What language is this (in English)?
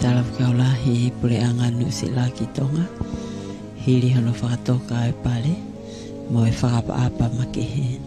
Tongan